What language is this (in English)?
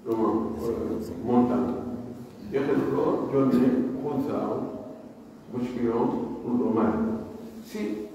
Pular